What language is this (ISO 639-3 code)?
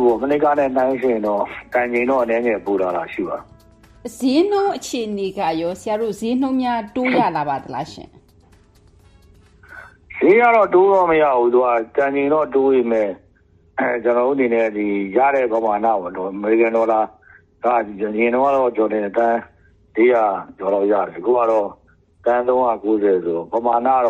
mya